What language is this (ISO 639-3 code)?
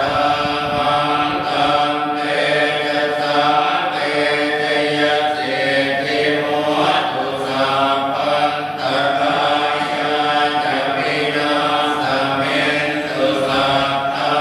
pli